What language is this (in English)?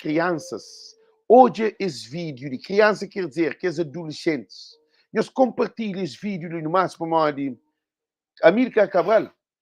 Kabuverdianu